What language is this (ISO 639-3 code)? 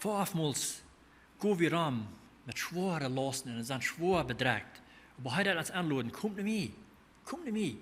pdt